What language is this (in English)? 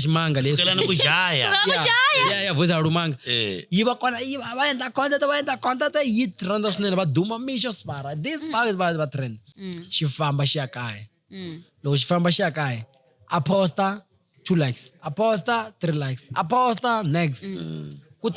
Tsonga